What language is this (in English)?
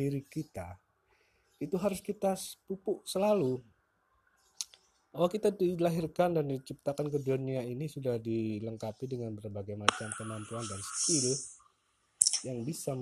Indonesian